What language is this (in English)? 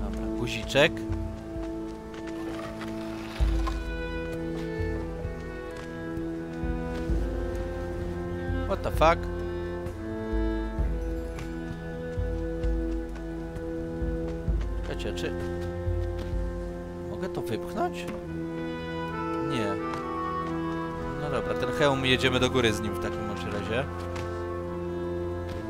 Polish